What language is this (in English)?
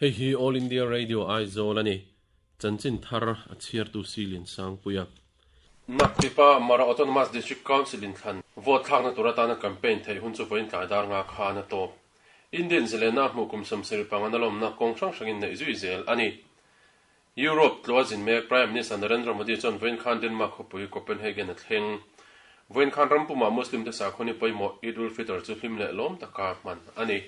Mizo